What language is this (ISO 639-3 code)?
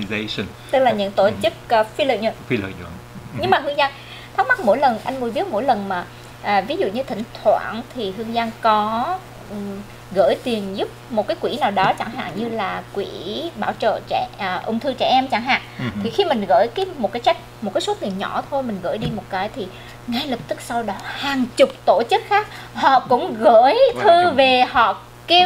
vie